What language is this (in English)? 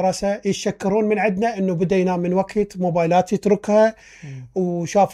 Mesopotamian Arabic